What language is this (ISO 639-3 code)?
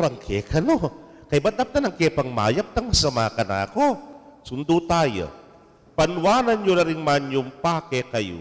pam